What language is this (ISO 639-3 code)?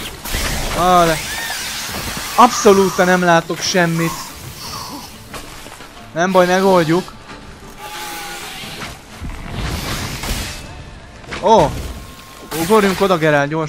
hun